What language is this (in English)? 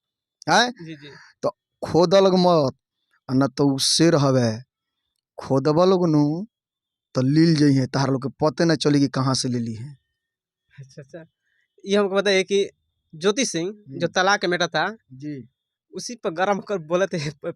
Bhojpuri